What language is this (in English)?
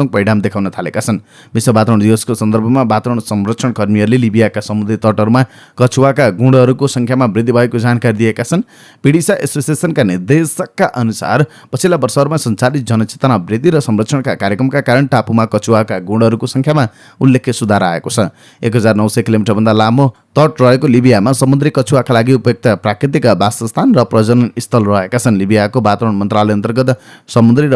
Nepali